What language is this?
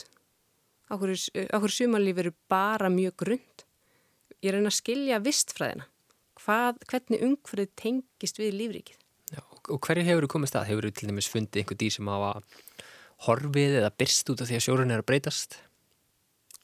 Icelandic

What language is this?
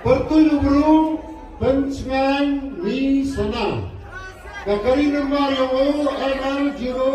Khasi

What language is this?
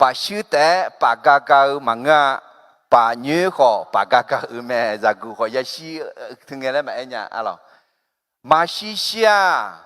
Akha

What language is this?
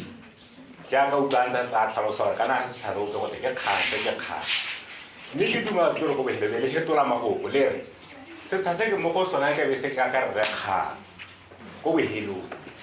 Tswana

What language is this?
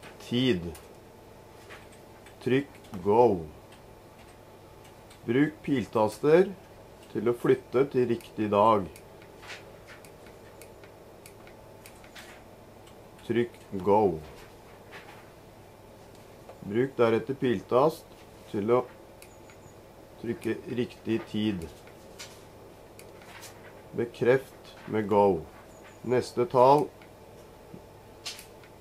Norwegian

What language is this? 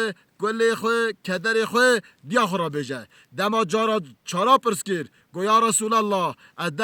Kurdish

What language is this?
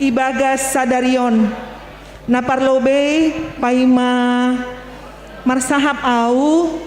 Batak Simalungun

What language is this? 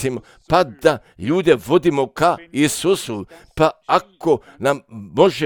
Croatian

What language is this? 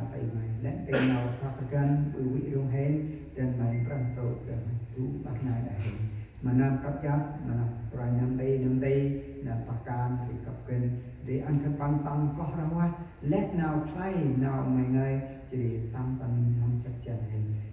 Central Mnong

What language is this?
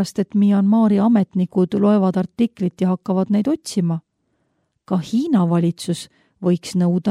Estonian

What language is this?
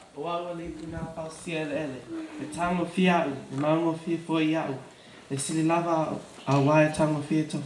Samoan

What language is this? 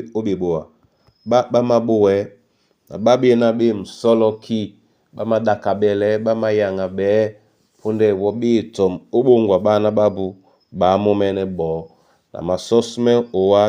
Duala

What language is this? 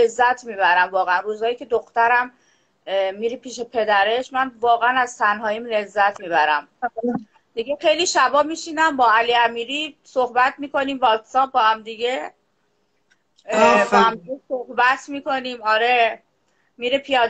Persian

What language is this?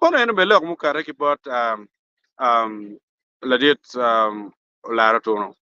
Acoli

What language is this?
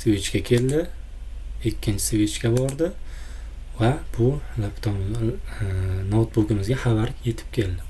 Uzbek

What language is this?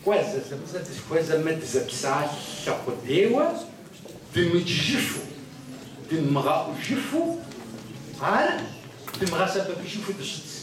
Kabardian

